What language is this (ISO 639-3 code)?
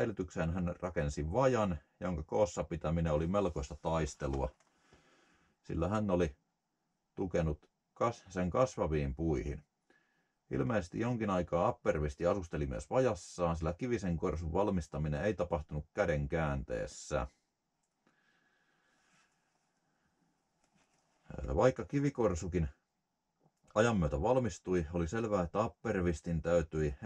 fin